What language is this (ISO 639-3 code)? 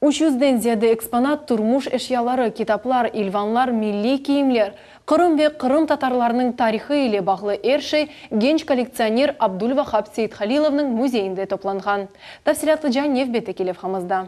crh